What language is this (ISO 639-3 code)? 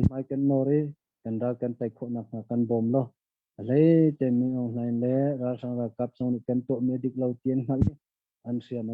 cnh